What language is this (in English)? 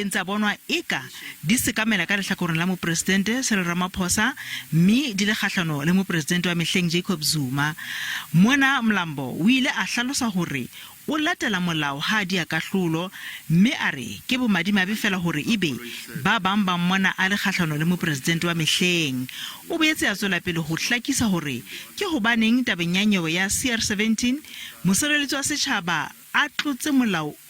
Southern Sotho